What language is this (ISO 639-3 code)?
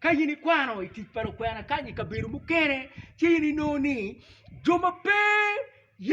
ach